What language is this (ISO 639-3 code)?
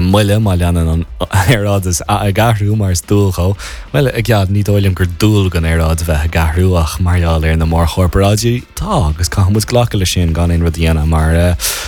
gle